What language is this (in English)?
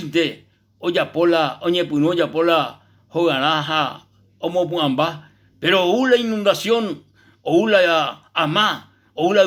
Guarani